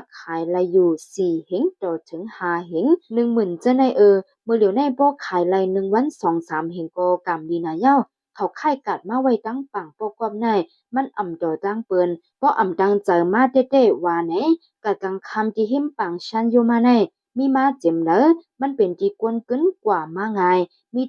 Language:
Shan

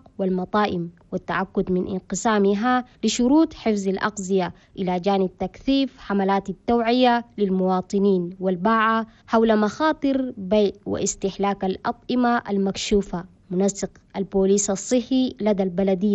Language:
Chadian Arabic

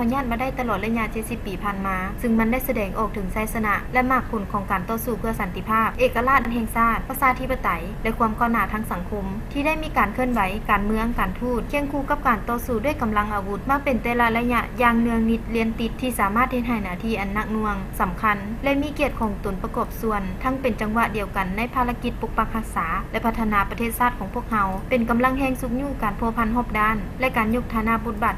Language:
Lao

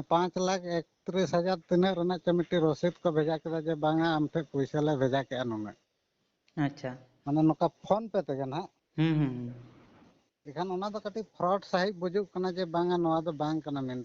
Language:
Santali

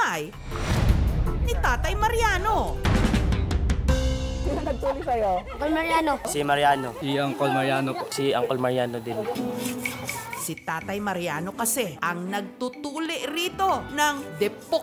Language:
Filipino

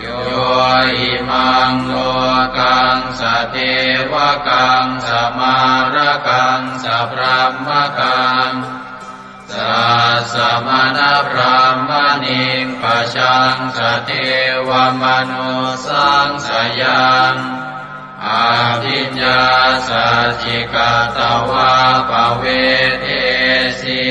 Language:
Pali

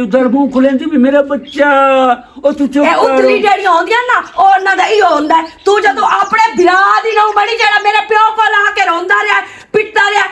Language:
Western Panjabi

